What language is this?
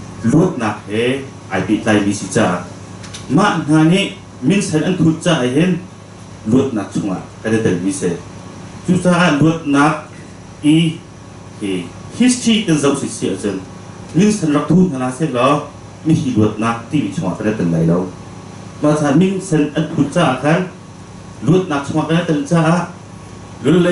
Hakha Chin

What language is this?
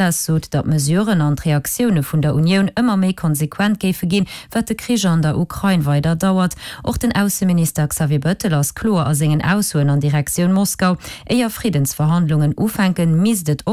Luxembourgish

